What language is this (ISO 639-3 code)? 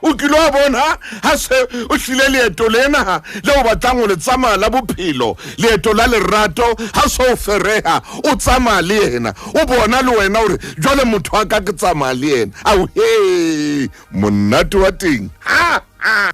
sot